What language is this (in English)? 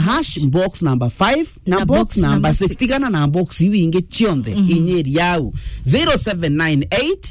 Meru